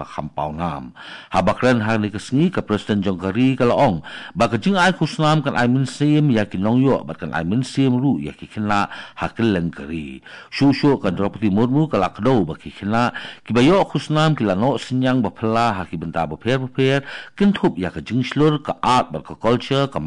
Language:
Khasi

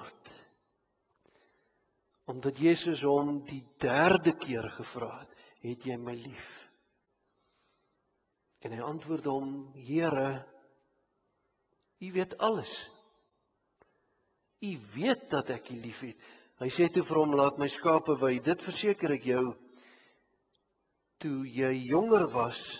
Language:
Afrikaans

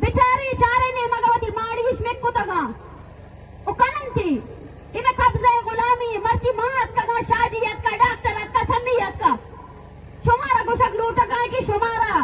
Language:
Eastern Balochi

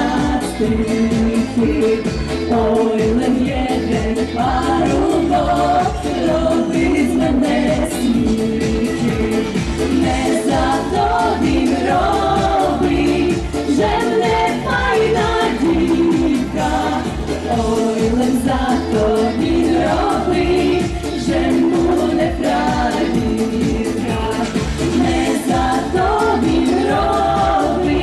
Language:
Rusyn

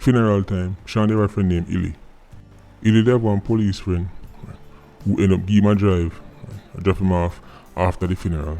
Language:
Jamaican Creole English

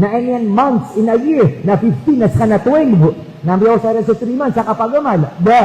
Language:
Maranao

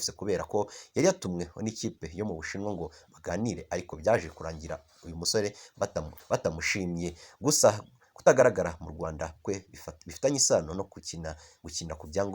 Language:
Kinyarwanda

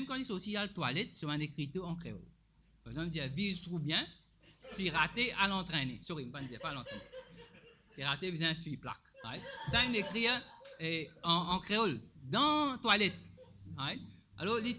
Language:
Morisyen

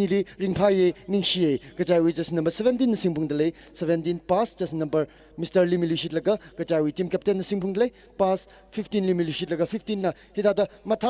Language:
Tangkhul Naga (India)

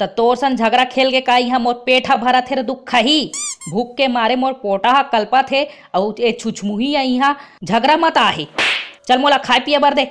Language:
Chhattisgarhi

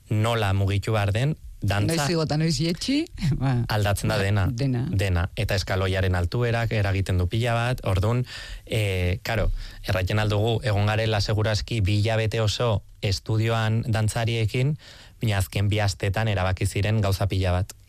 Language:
Basque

